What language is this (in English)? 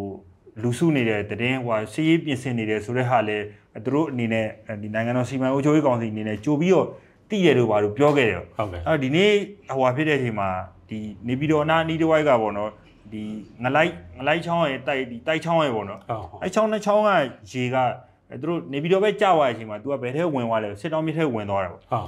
Burmese